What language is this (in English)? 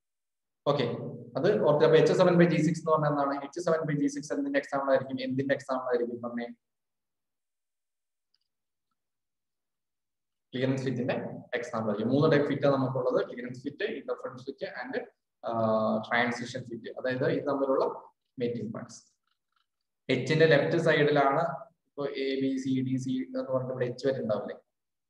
Malayalam